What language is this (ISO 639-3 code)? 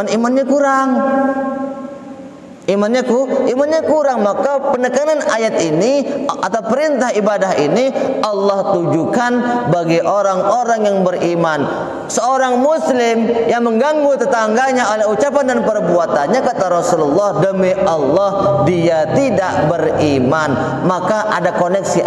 ind